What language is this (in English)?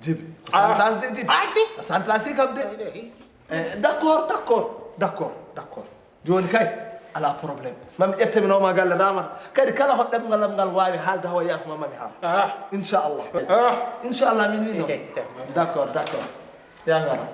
Fula